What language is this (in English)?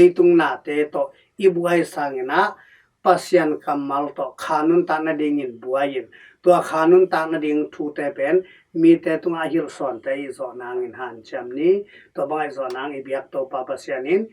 Tedim Chin